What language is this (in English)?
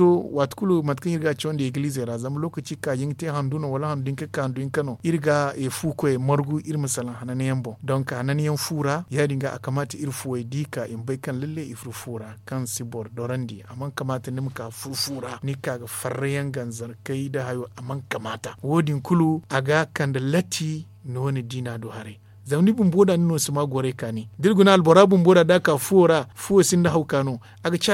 Zarma